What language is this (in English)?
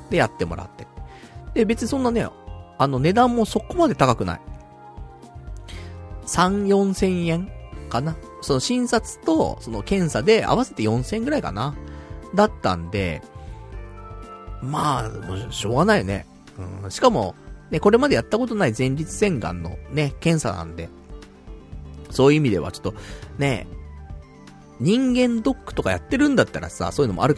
Japanese